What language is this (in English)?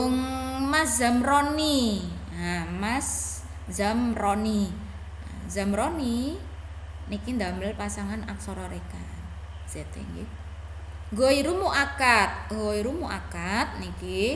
Javanese